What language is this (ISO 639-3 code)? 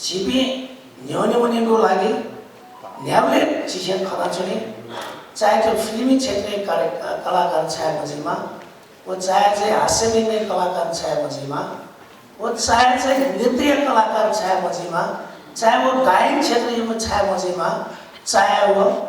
new